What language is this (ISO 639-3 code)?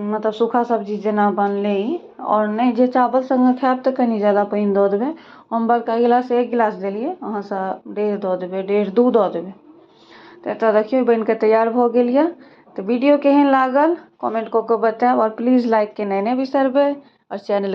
mai